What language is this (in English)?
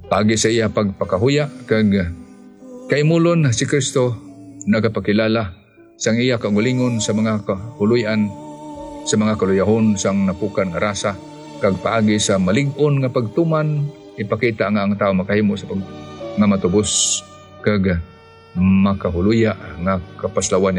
Hiligaynon